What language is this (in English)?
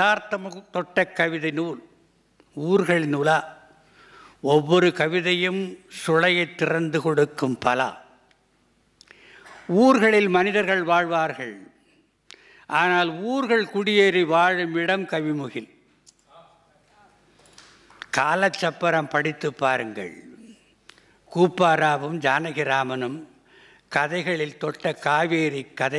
Tamil